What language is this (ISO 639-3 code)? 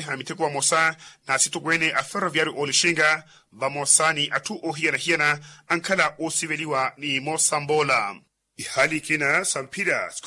vmw